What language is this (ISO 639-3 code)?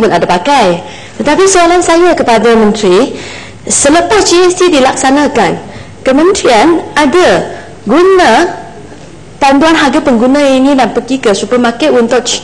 msa